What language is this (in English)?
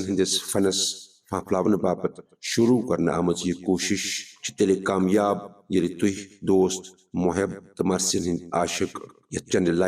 Kashmiri